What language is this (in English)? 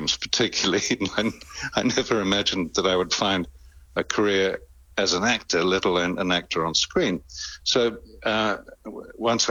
English